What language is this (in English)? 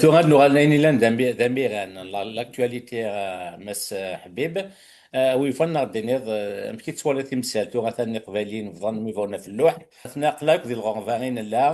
Kabyle